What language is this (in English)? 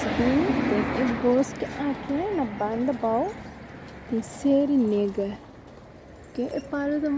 Papiamento